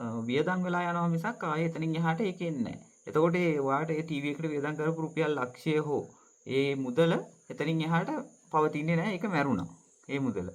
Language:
Sinhala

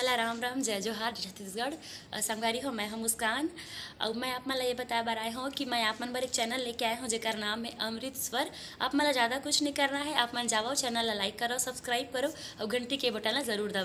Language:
Chhattisgarhi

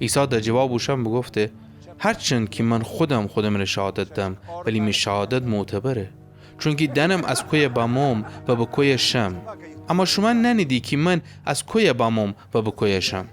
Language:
Gilaki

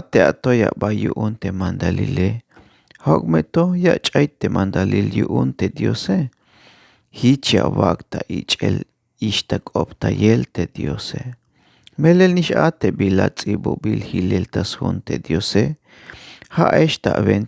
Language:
Tzeltal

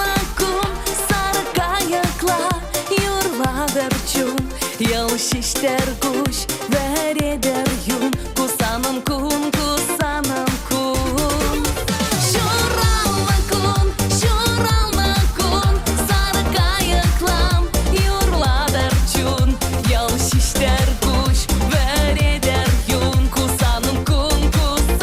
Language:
Chuvash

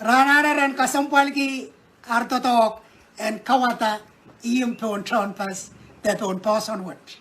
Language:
Pohnpeian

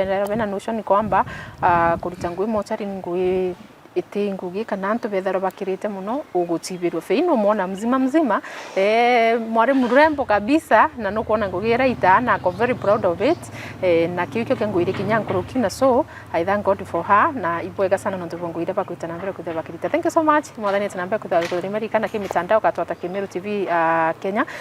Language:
Meru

